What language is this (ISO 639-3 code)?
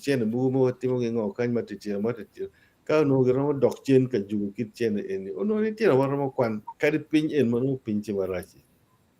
ach